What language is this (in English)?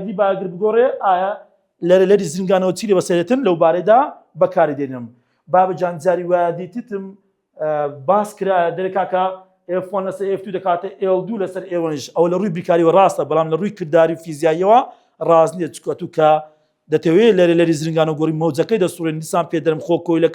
Central Kurdish